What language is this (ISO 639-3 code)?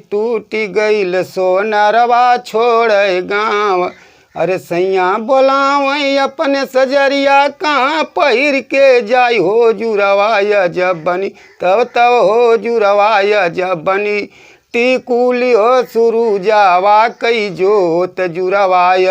bho